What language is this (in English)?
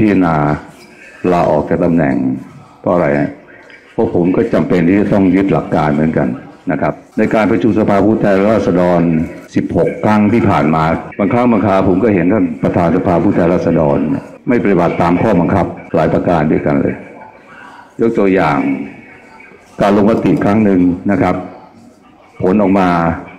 Thai